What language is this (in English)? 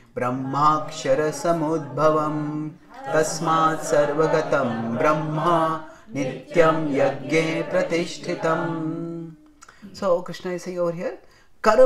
English